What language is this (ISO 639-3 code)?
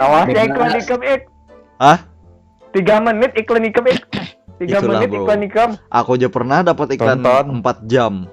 bjn